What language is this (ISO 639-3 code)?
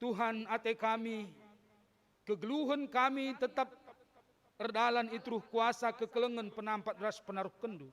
btx